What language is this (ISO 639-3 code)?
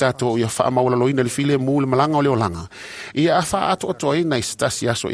smo